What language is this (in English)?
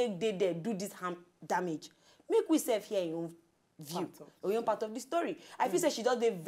Nigerian Pidgin